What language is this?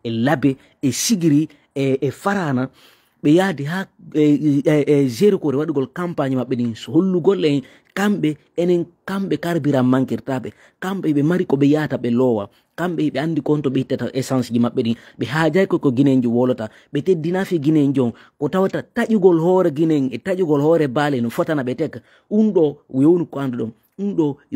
Fula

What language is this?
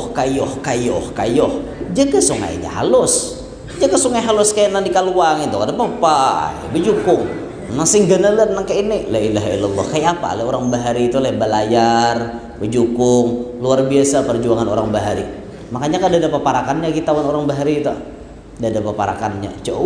Banjar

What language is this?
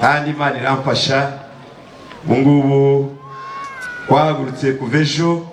Kinyarwanda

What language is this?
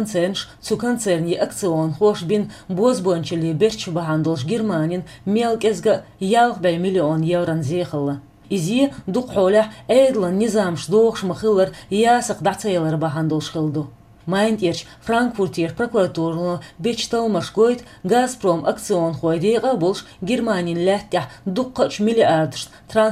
Chechen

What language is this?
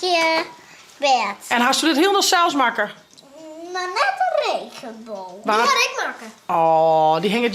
Western Frisian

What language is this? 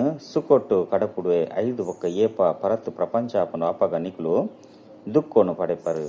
Tulu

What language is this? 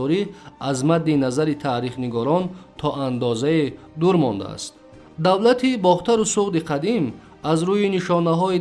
Tajik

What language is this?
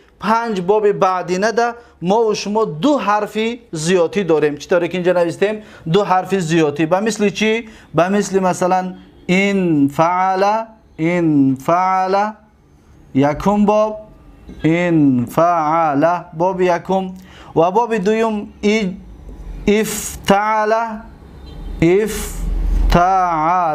Tajik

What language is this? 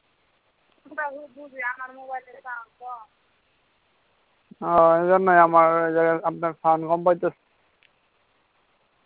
Bangla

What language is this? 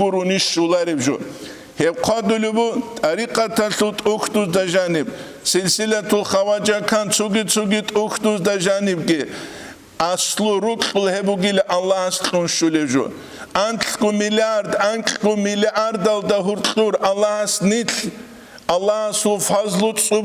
Avaric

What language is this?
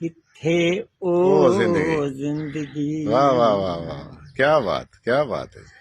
Saraiki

